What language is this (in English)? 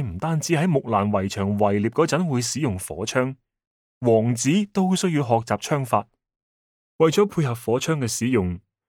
Cantonese